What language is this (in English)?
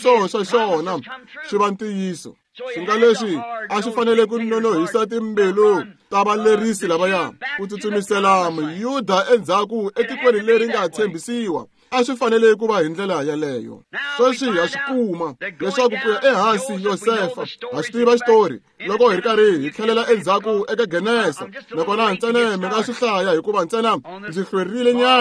Tsonga